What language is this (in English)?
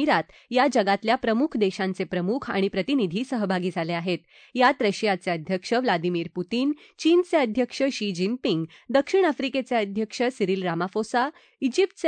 Marathi